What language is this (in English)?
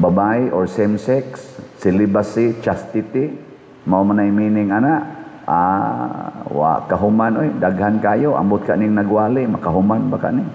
Cebuano